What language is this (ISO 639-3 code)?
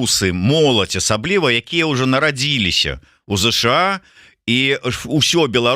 bel